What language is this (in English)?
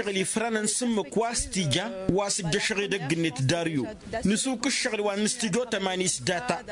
Tamasheq